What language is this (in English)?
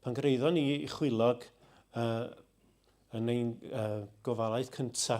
Welsh